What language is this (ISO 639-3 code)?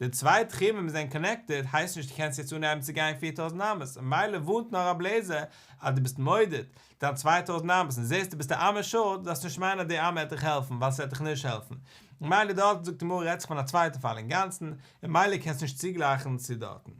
yid